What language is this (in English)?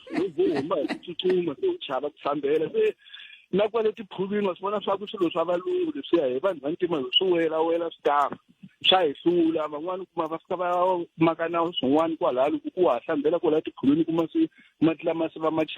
Tsonga